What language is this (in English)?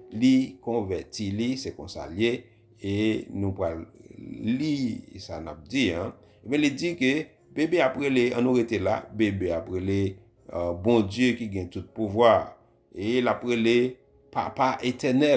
Haitian Creole